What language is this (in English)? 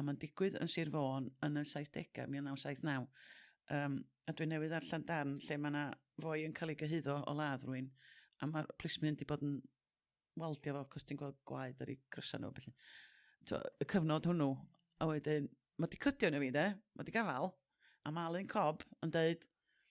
Welsh